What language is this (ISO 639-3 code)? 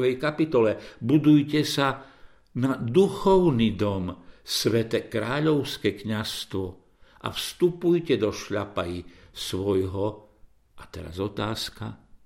slk